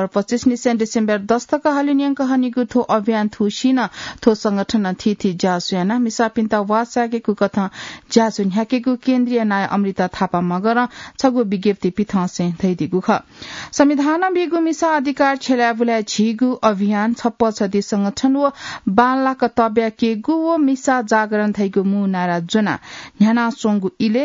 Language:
Newari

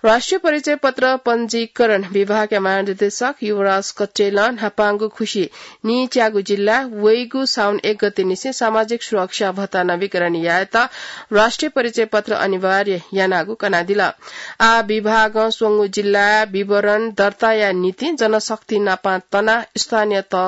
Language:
Newari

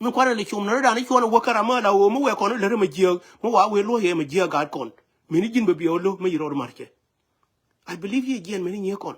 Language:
Nuer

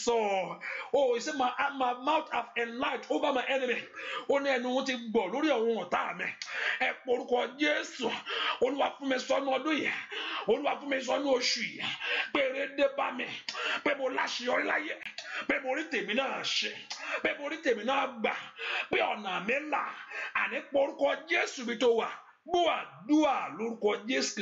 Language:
Yoruba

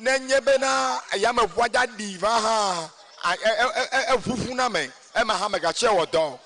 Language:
Ewe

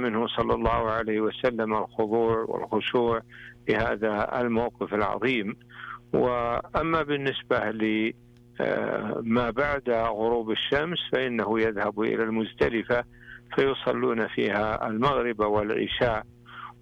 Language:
Arabic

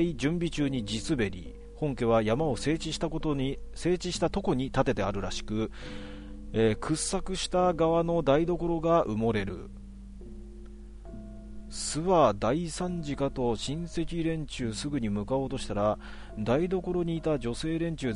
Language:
Japanese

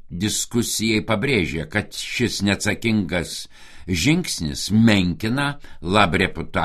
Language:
Lithuanian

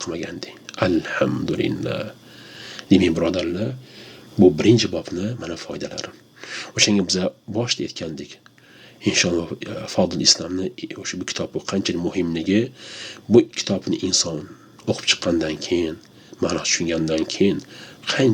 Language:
Uzbek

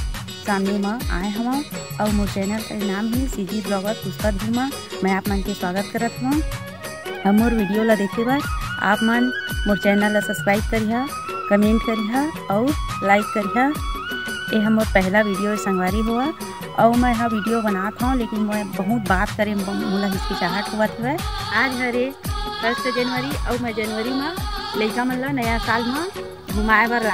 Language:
Chhattisgarhi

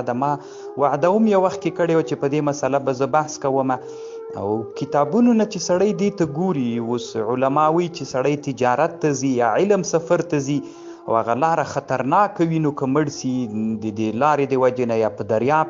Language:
Pashto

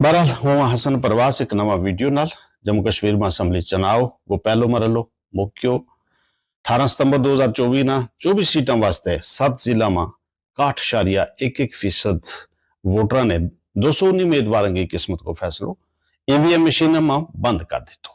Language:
Gujari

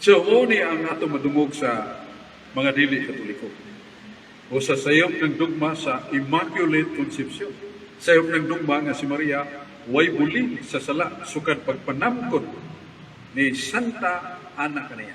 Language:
Cebuano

